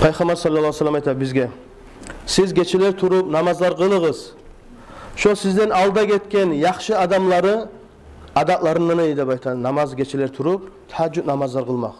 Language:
Kumyk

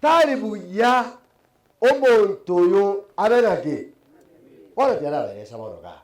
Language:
Gusii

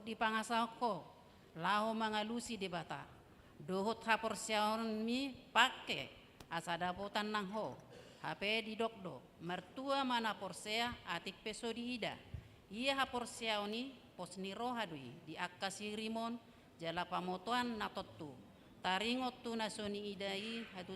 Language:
Batak Toba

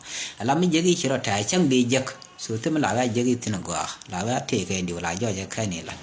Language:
Nuer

